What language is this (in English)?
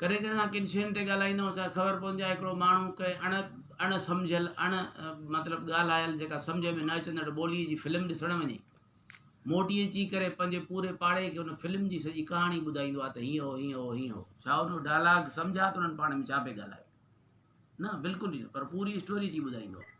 Sindhi